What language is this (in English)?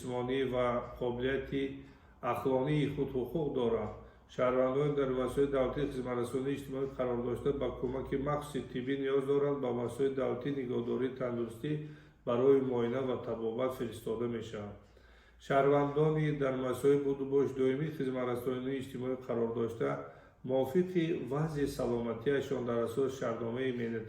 Tajik